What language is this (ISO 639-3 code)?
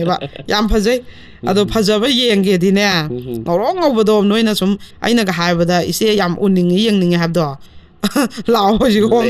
mni